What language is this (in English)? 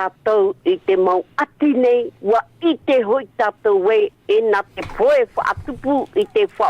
Tahitian